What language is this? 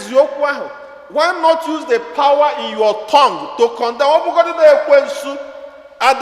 Igbo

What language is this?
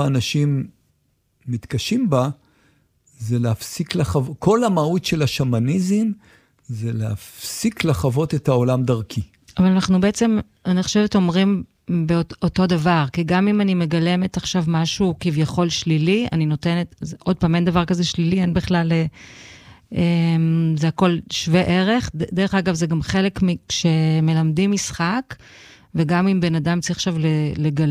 Hebrew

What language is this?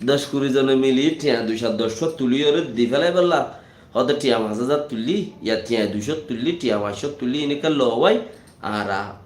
Rohingya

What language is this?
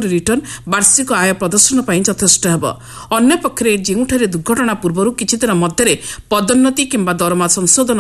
Odia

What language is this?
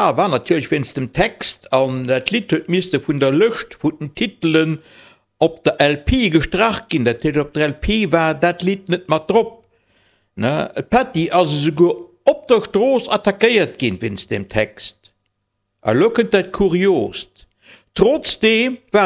Luxembourgish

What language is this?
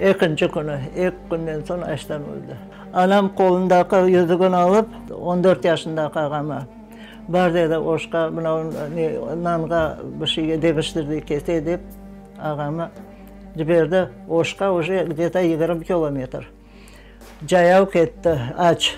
Crimean Tatar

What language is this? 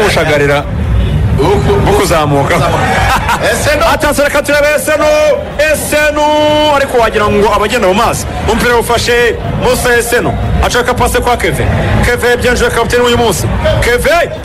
Kinyarwanda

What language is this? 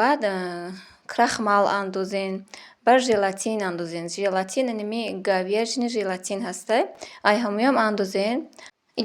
Tajik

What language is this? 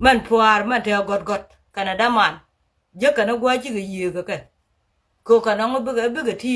Nuer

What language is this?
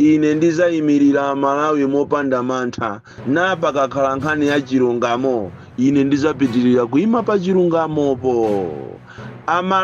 Nyanja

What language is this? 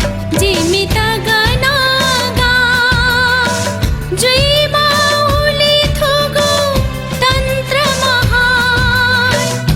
Newari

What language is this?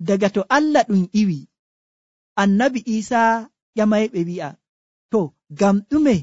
Nigerian Fulfulde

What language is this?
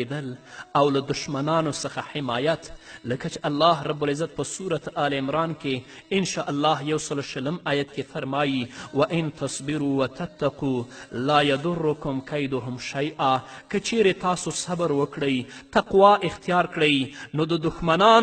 Pashto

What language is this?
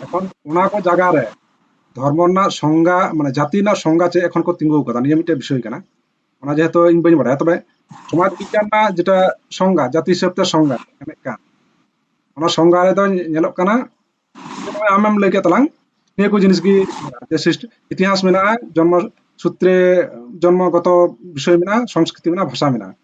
Santali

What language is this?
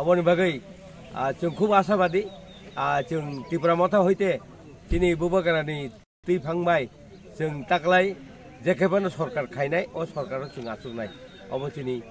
Kok Borok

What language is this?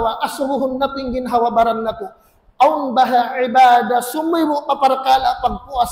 Tausug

